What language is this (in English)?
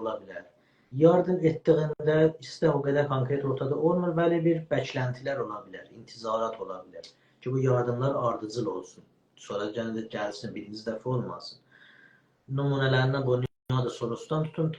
South Azerbaijani